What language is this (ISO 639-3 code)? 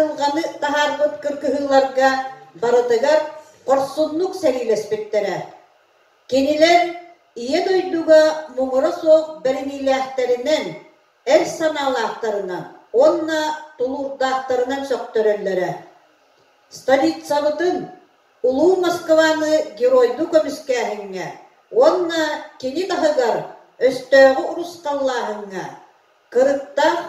sah